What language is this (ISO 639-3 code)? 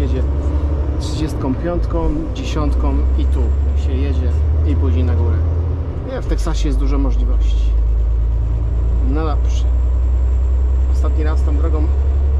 pol